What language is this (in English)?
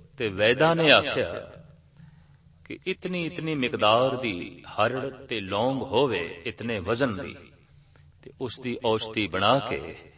Punjabi